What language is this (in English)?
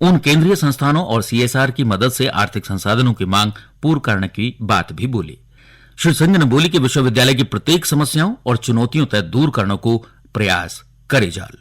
Garhwali